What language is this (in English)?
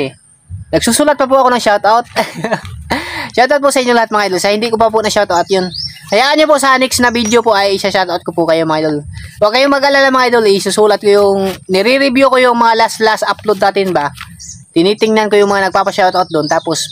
Filipino